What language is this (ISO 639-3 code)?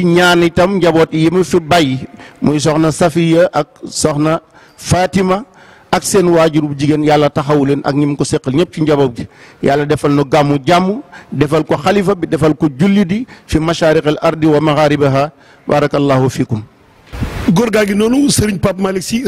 wol